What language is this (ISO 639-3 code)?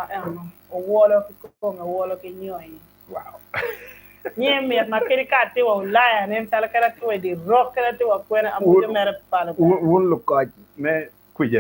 ach